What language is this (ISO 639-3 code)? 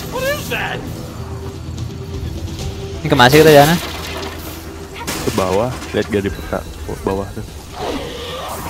ind